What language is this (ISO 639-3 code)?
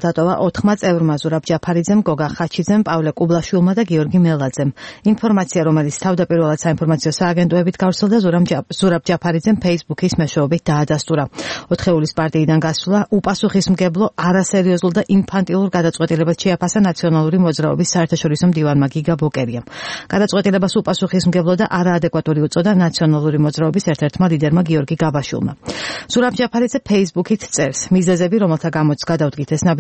kat